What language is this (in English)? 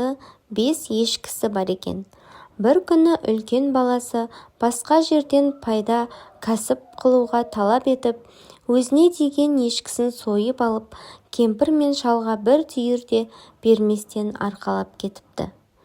Kazakh